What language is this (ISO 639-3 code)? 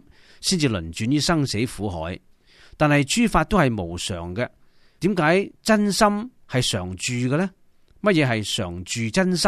yue